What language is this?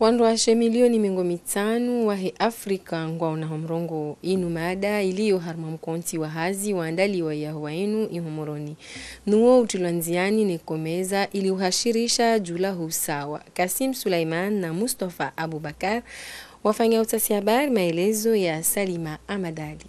Ngazidja Comorian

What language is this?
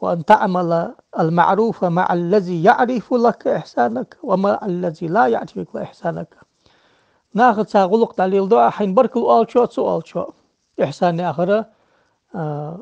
Ingush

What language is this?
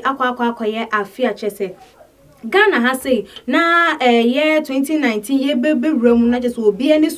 Akan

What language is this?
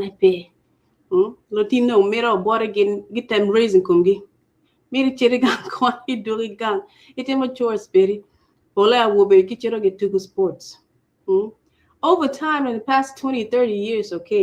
Acoli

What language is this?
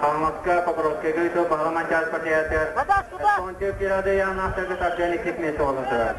Yakut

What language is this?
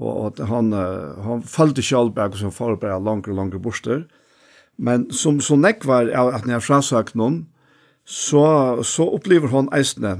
Faroese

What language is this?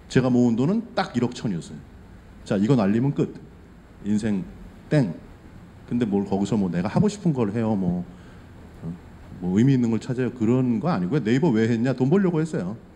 Korean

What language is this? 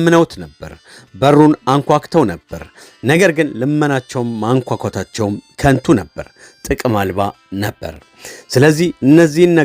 Amharic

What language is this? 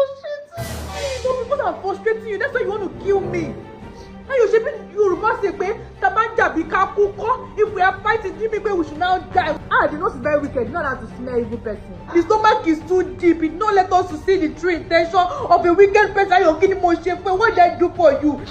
Nigerian Pidgin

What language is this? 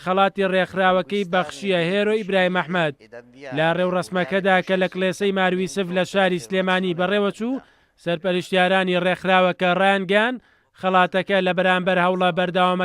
Central Kurdish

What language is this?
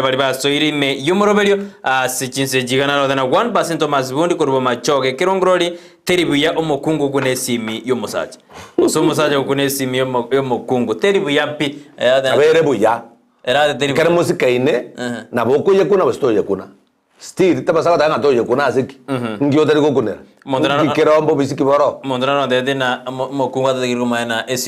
Gusii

